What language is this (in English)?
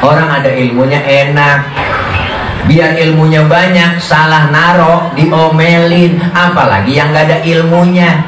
Betawi